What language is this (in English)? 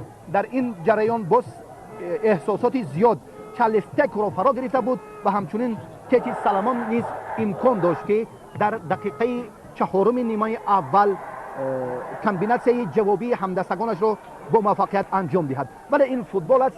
Tajik